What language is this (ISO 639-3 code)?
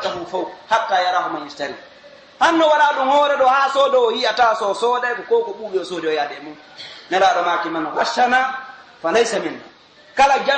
fuf